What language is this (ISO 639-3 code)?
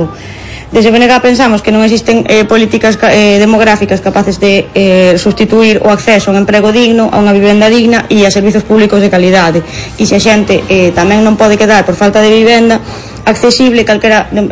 glg